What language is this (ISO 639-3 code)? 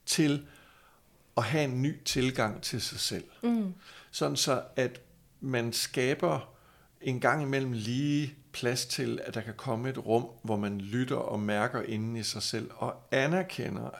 dan